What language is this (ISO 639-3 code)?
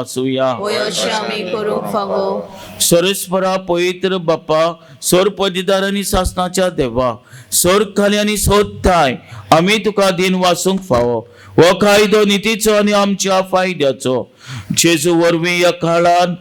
kok